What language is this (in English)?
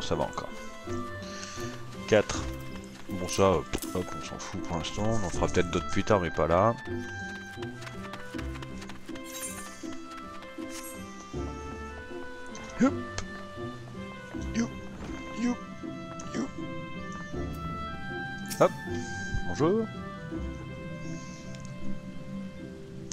French